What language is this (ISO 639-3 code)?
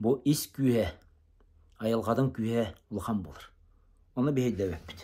sah